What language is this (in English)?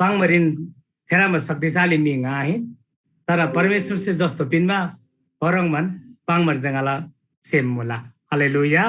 Eastern Tamang